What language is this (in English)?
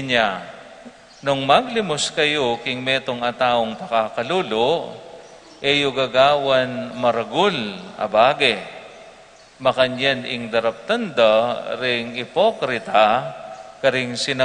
Pampanga